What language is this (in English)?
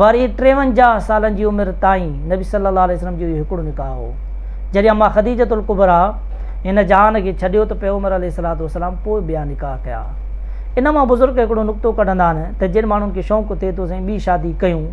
Sindhi